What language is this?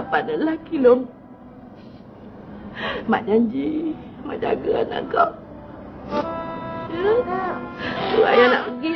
Malay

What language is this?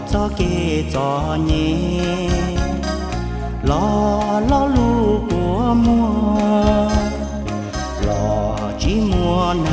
Hmong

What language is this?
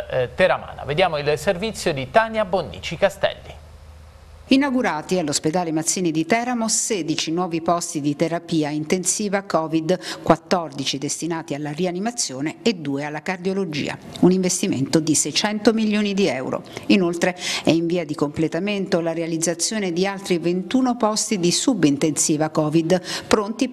Italian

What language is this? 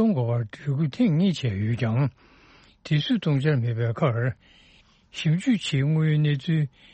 Tibetan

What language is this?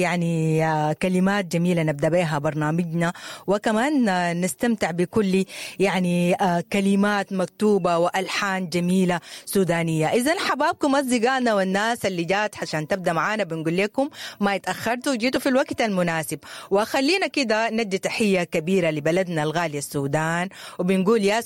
Sudanese Arabic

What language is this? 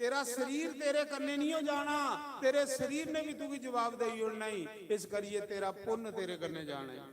Dogri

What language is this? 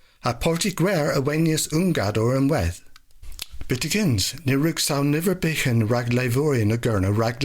Cornish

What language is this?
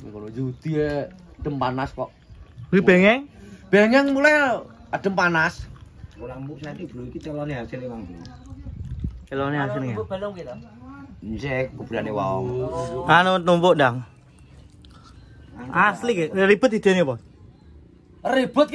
Javanese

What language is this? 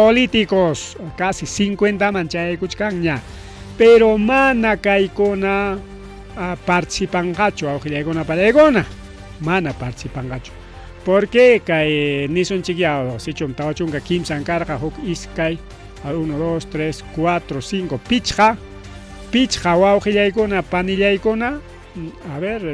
Ayacucho Quechua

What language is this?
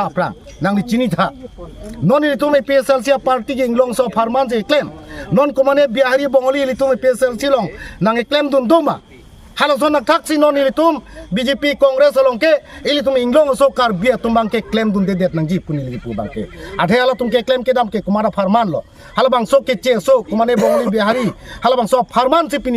Karbi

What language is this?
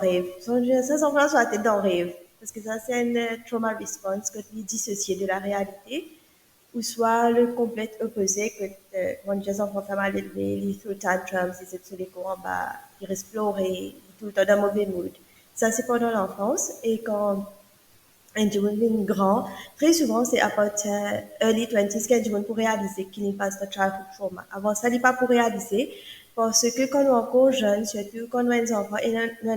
Morisyen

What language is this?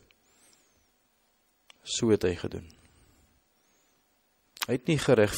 Afrikaans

